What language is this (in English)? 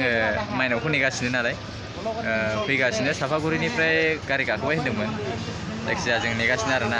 Bodo